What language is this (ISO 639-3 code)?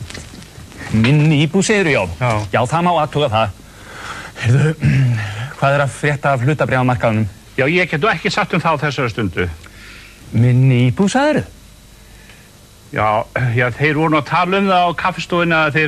isl